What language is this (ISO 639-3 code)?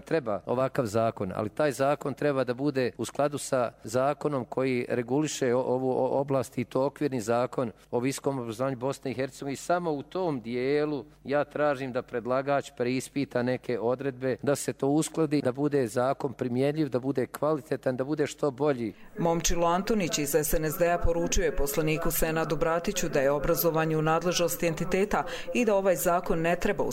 hrv